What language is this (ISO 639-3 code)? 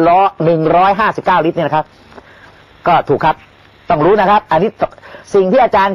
tha